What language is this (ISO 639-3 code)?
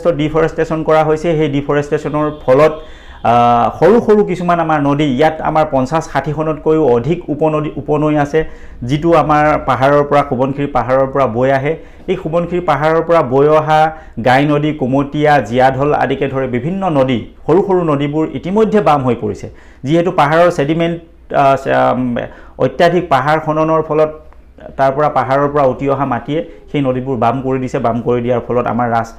asm